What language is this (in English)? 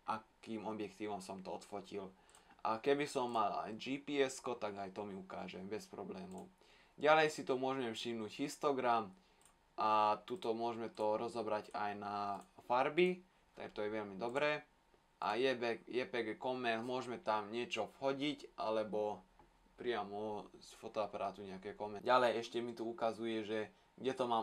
Slovak